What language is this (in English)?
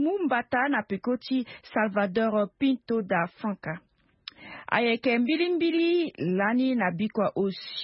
Sango